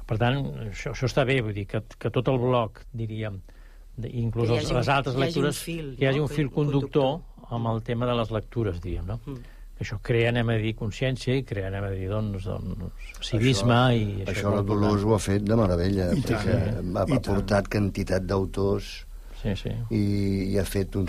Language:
Catalan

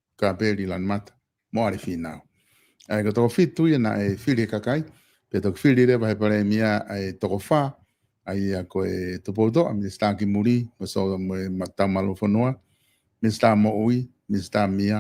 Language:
Tongan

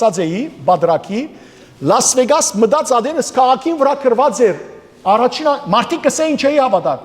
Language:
Western Armenian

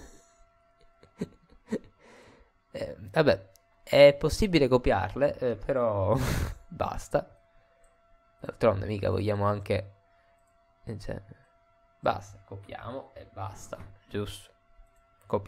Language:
Italian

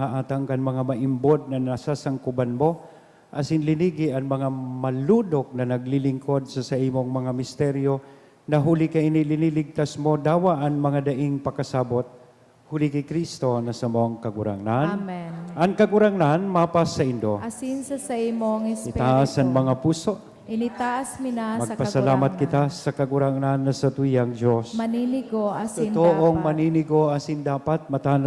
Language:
Bikol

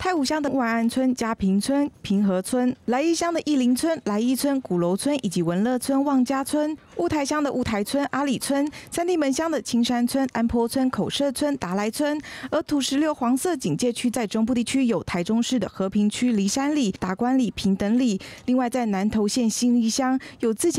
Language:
Chinese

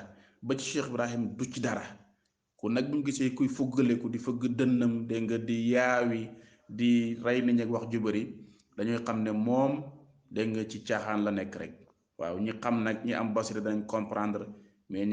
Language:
Wolof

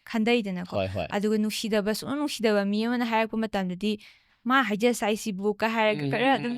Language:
Manipuri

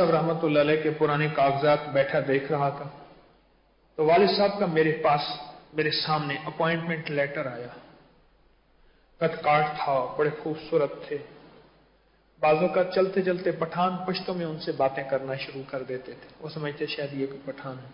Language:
Urdu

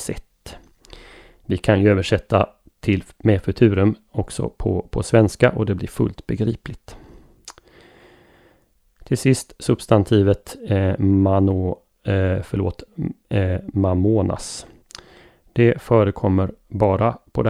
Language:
Swedish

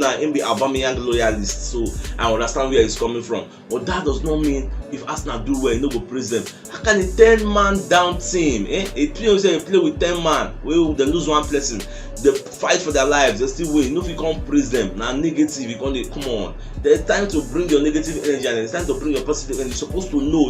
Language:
Nigerian Pidgin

